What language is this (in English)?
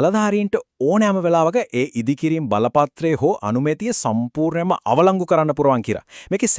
Sinhala